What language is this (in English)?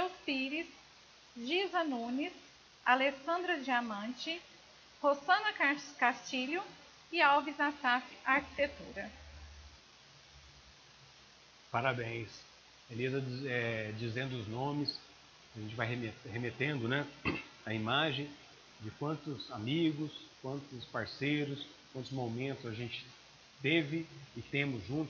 Portuguese